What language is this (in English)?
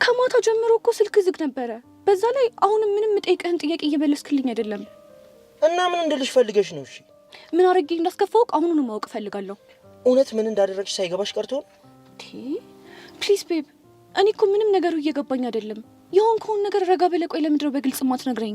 Amharic